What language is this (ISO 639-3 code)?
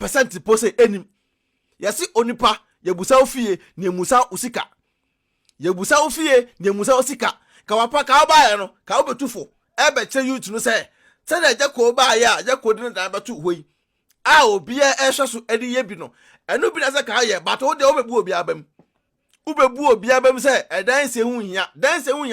aka